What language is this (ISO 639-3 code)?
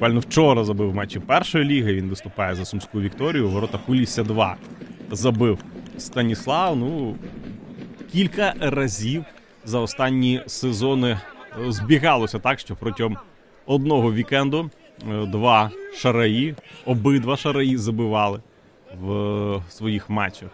ukr